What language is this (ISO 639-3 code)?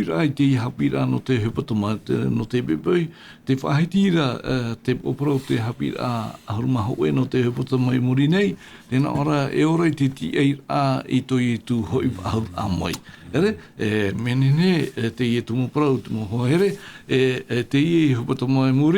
tah